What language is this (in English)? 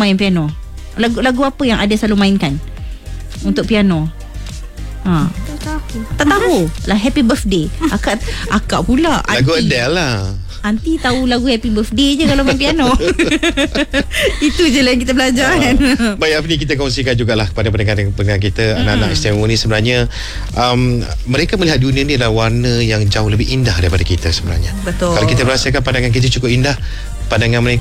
Malay